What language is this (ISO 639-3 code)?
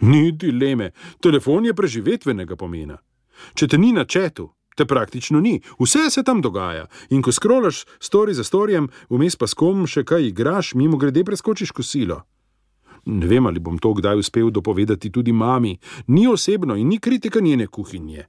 slv